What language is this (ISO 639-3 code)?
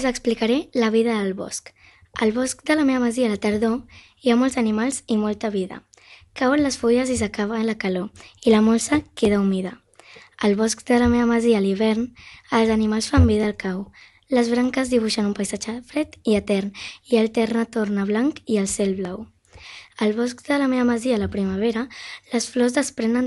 cat